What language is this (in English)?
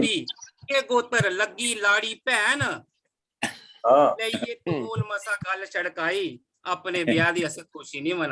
Dogri